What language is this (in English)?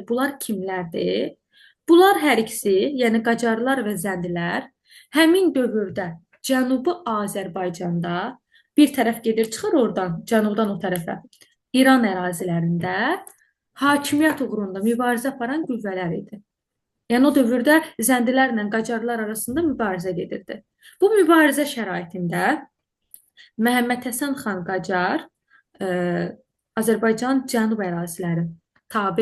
Azerbaijani